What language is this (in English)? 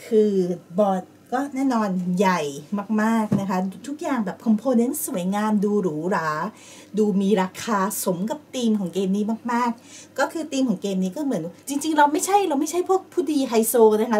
Thai